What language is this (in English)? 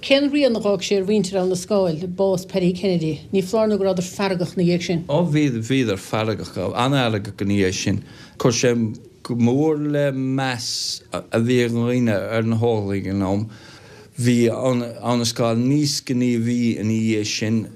Irish